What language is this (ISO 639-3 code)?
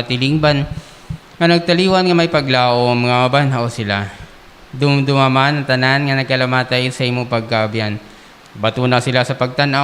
hil